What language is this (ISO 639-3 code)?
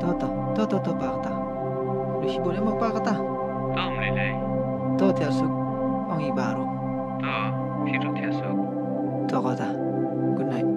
kha